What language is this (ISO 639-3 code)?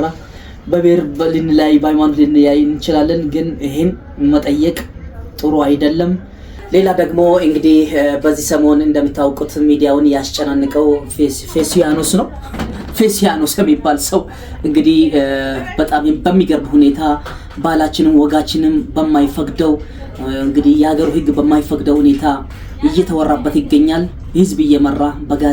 amh